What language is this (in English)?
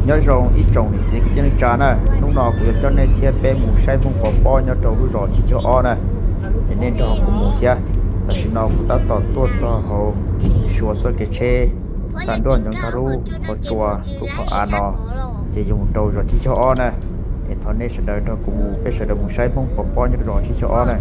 Hmong